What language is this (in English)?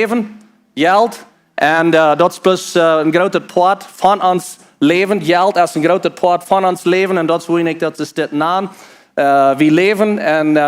Plautdietsch